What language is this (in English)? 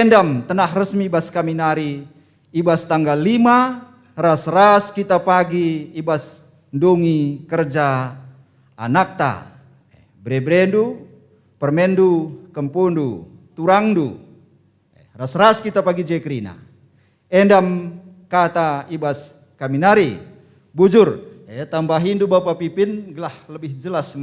Batak Karo